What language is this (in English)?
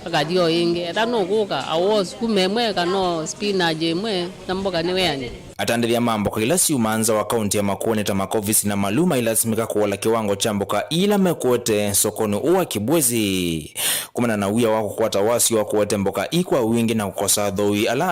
Kamba